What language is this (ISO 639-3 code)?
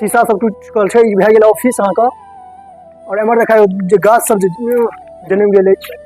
mai